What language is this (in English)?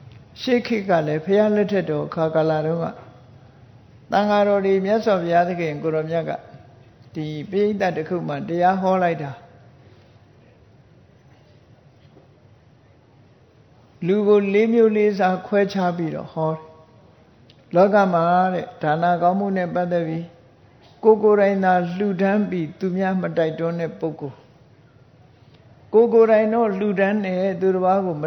Burmese